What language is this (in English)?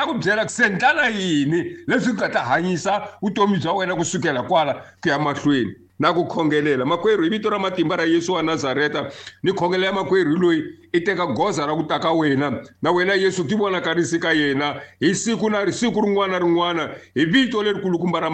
Tsonga